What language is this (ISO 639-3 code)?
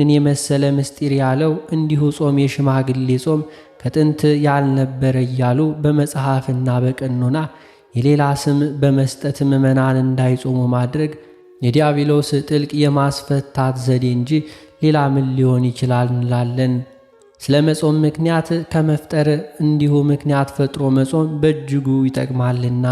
amh